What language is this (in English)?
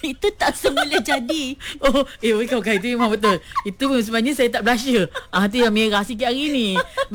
Malay